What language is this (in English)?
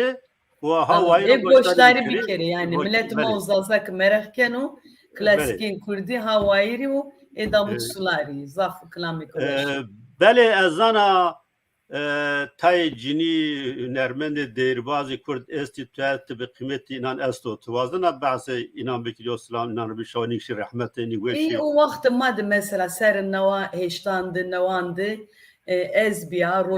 Zaza